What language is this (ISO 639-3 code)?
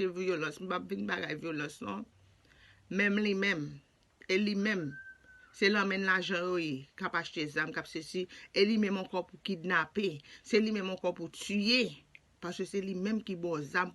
hat